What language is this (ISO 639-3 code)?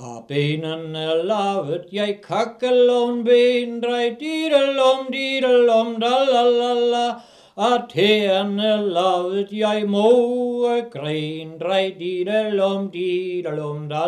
dan